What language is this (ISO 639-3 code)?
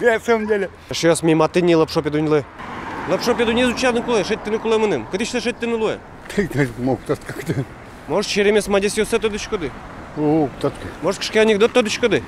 udm